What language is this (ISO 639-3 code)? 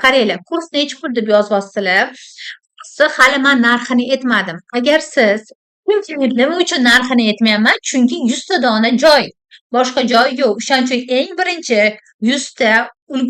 uzb